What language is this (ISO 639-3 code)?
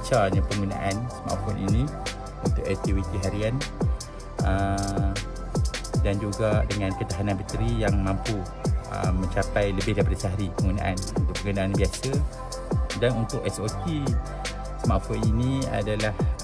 msa